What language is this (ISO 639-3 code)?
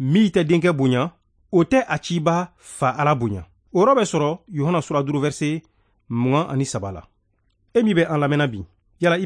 bam